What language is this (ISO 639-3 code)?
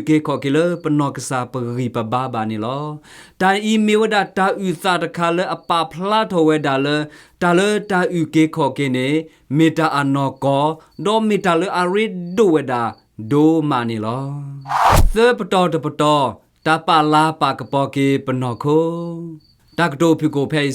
ksw